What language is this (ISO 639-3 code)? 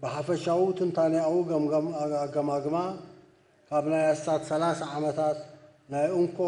tir